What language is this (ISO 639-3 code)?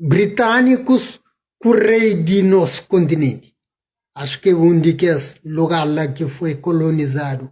kea